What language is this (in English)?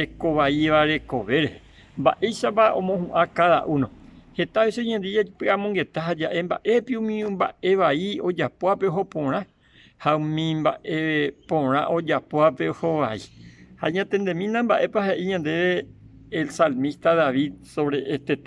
Guarani